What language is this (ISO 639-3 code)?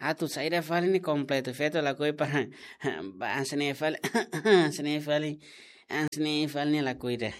tet